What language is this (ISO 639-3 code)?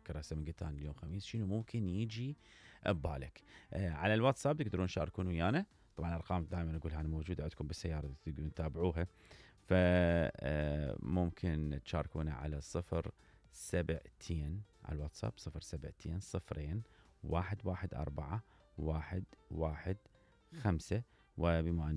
acm